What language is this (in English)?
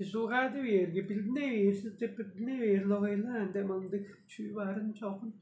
Tuvinian